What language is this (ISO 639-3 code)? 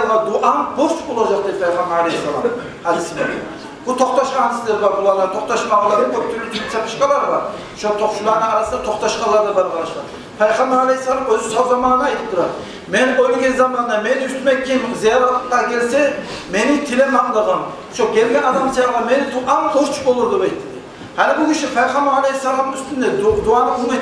kum